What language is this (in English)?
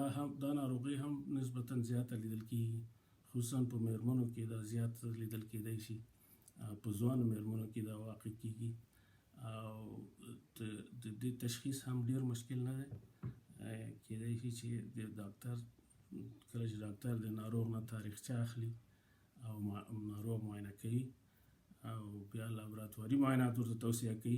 Pashto